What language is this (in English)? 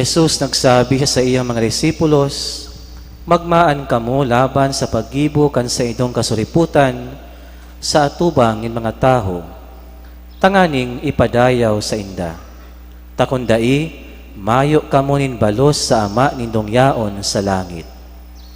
Bikol